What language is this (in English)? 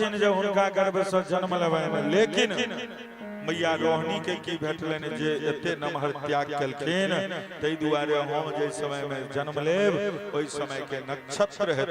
Maithili